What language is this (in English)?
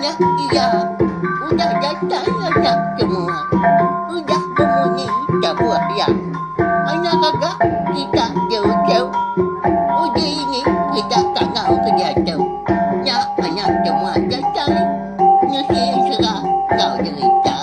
Iban